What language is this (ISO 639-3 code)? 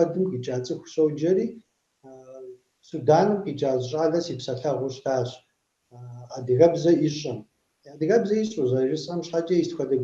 kbd